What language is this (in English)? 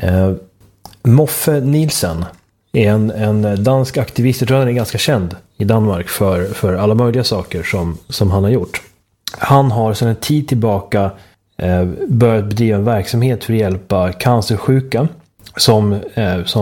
Swedish